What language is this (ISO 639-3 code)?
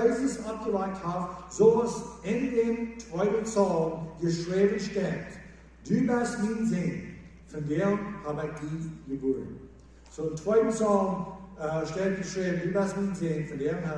pdt